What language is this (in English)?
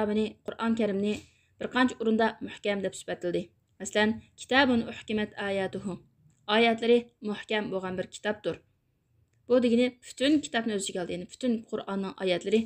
Uyghur